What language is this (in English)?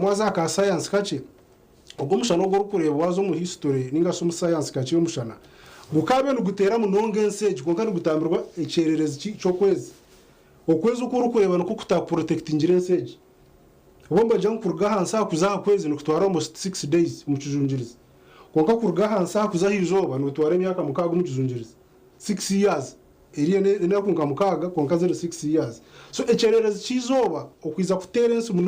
Nyankole